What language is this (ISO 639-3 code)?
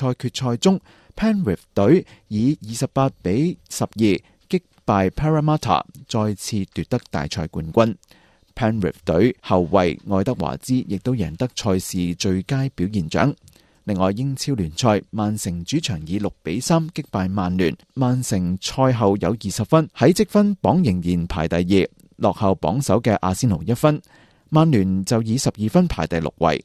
yue